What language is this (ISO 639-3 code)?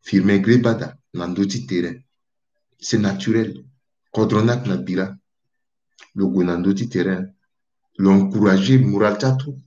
sag